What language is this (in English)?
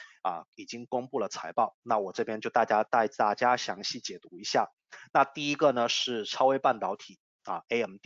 Chinese